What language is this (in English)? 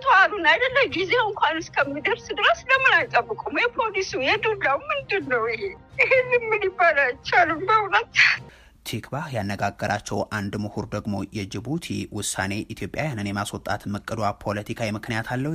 Amharic